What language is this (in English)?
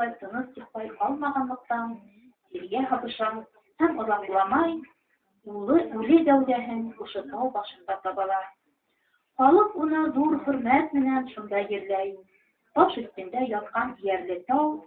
Bashkir